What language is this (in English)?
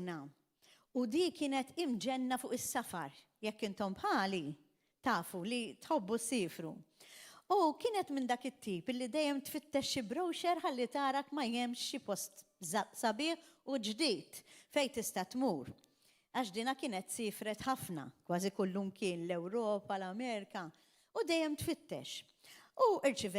Maltese